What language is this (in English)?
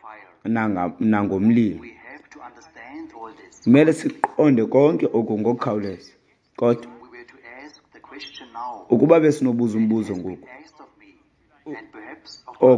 Xhosa